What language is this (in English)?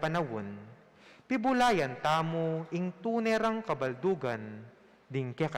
Pampanga